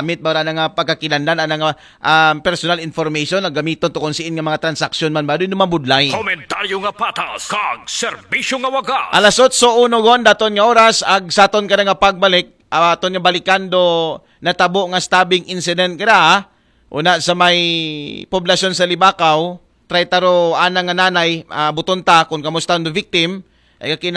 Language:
Aklanon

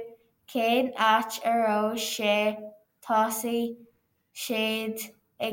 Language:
Irish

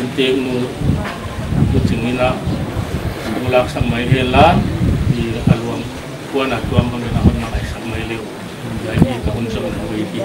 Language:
Paite Chin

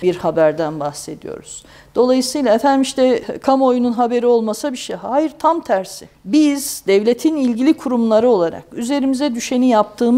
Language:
Turkish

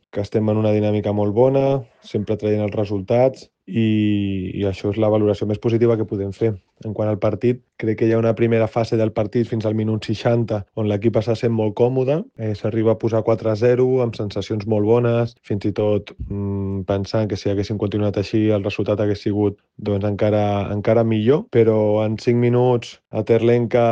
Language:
Catalan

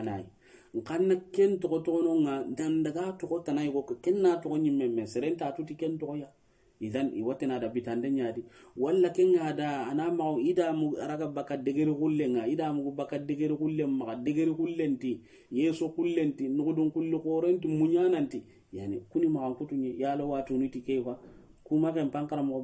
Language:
Soninke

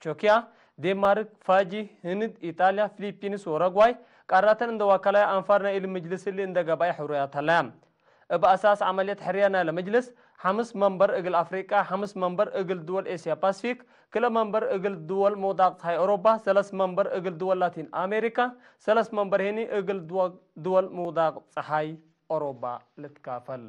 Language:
Tigre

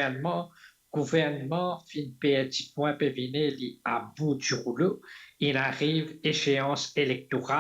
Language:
Morisyen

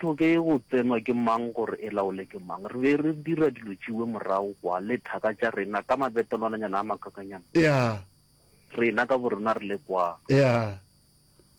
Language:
Northern Sotho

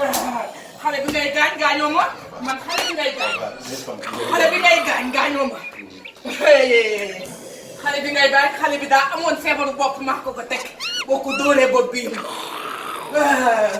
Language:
Wolof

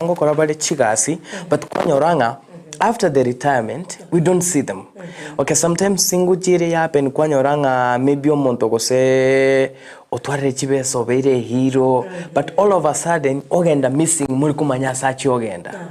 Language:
Gusii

